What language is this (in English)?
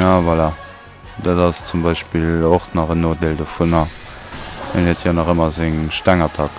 Luxembourgish